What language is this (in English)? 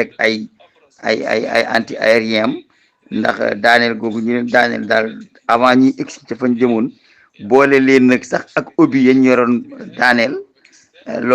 Wolof